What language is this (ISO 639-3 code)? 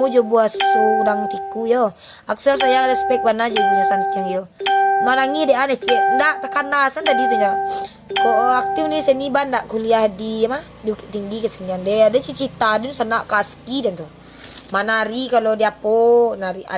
min